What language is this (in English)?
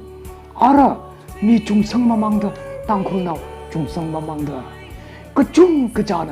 Tangkhul Naga (India)